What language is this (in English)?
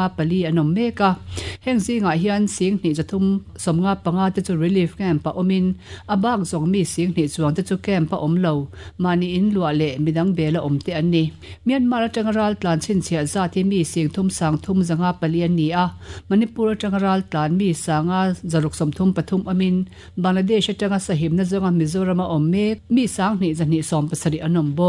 Mizo